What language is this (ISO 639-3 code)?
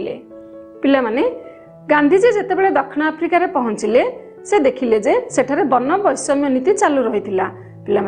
ori